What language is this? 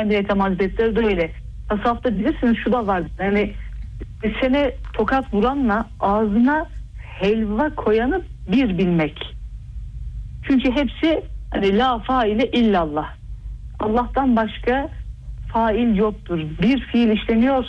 Turkish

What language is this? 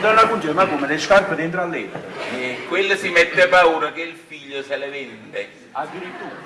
Neapolitan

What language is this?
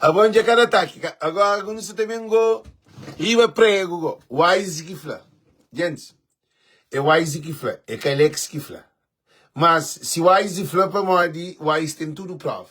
Kabuverdianu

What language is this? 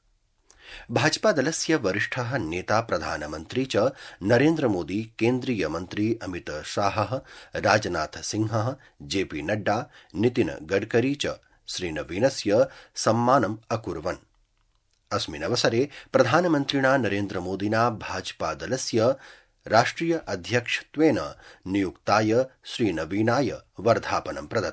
Sanskrit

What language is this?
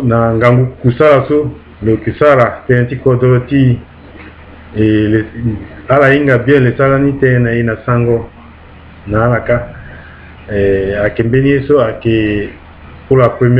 Sango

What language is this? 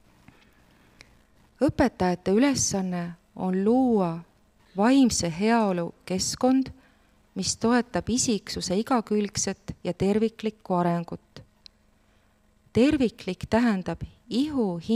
Estonian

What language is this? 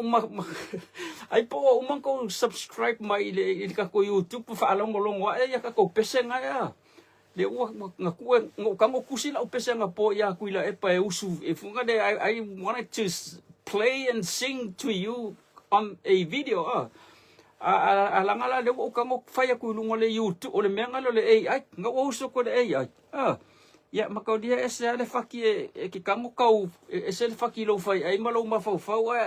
Samoan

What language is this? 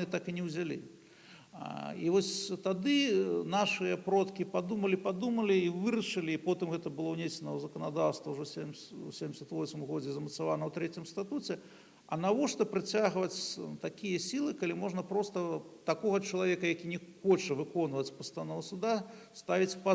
Belarusian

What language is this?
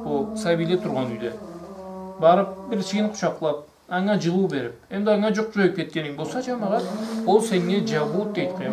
Karachay-Balkar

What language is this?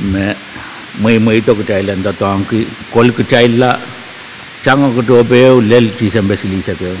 Pohnpeian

